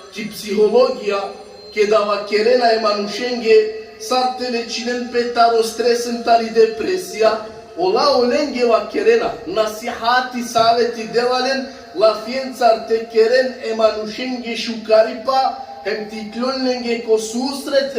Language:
Balkan Romani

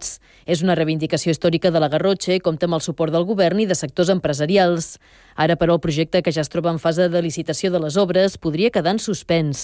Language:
Catalan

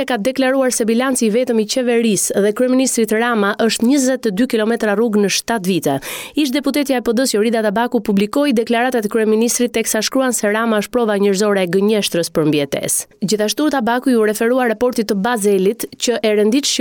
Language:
Albanian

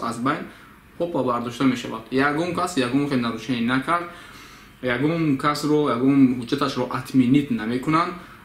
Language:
Tajik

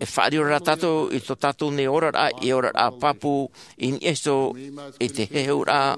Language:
Tahitian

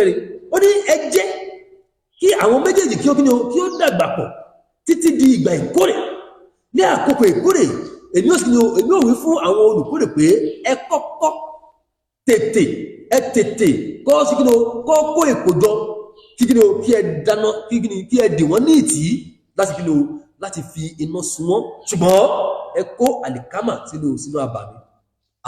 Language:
Yoruba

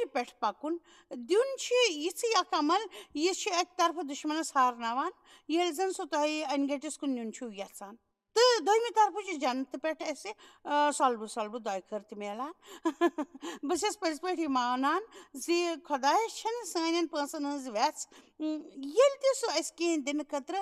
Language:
Kashmiri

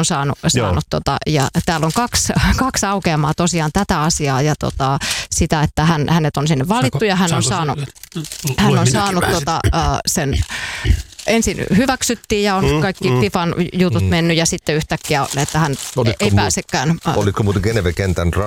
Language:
Finnish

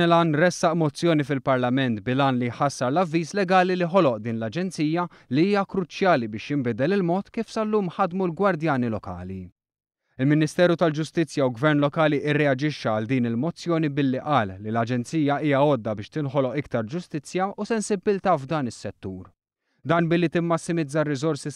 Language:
Maltese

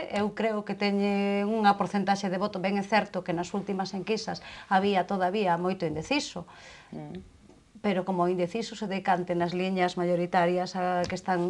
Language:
Galician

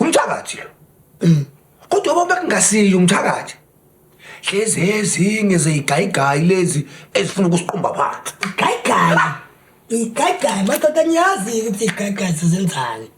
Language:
Zulu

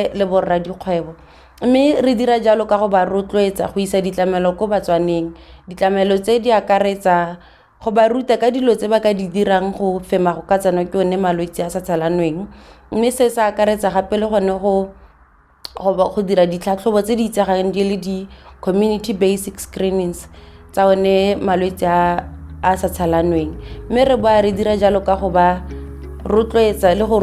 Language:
Tswana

